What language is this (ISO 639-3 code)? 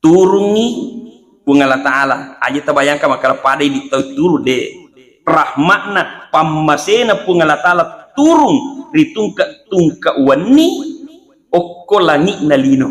bug